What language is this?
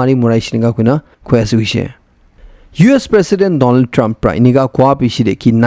Naga Pidgin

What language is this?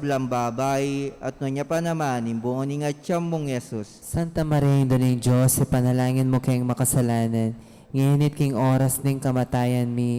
Pampanga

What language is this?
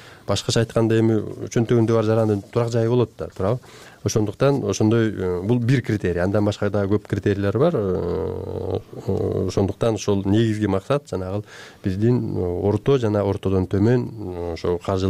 Kyrgyz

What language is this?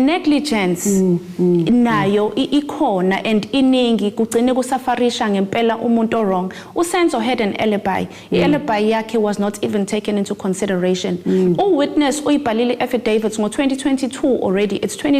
Zulu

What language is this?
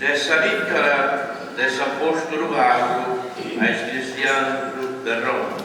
Sardinian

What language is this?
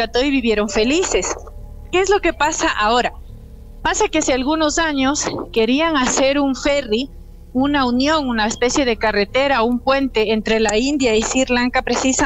Spanish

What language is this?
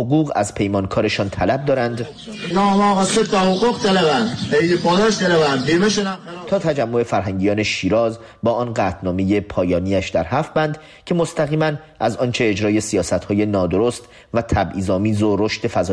Persian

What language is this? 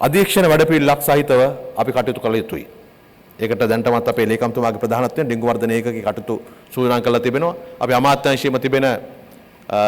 Sinhala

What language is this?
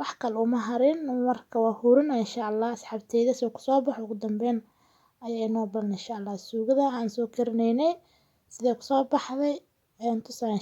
Somali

